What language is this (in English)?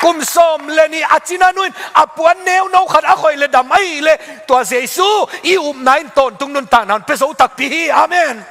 Tedim Chin